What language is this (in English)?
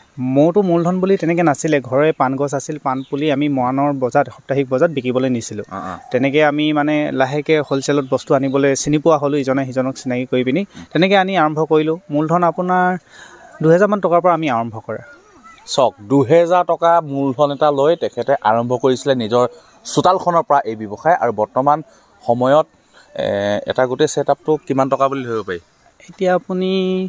Assamese